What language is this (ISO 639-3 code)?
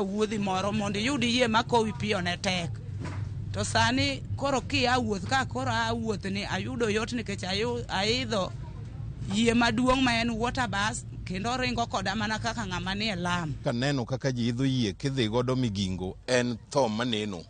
luo